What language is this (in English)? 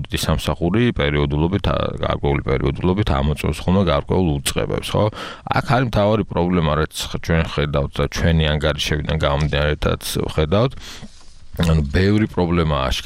Georgian